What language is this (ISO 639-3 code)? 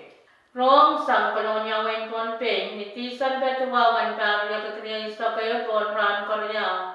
pon